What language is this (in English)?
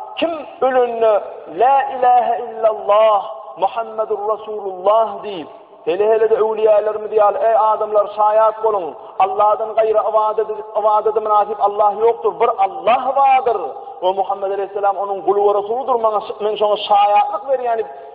Turkmen